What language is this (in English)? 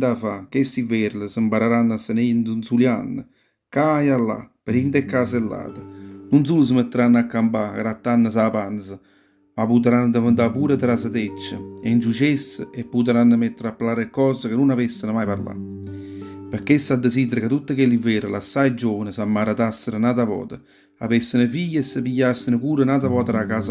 Neapolitan